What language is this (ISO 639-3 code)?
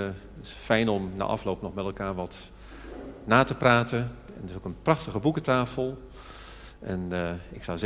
nld